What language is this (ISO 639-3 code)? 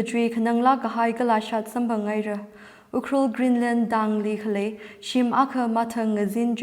nmf